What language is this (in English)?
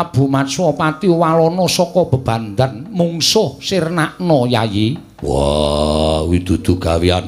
Javanese